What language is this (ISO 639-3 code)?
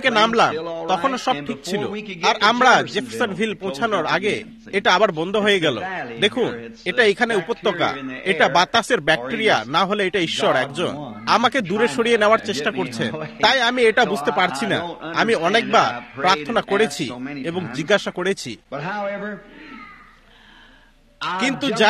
ben